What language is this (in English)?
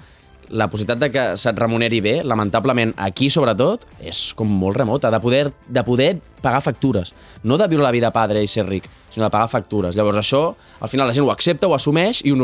Catalan